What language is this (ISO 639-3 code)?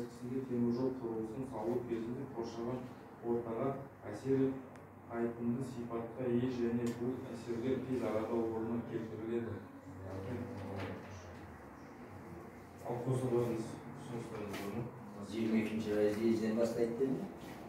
kaz